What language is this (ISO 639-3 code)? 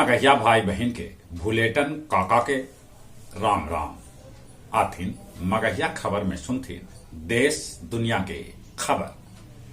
mag